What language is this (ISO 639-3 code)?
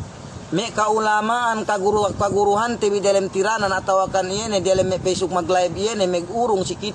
yka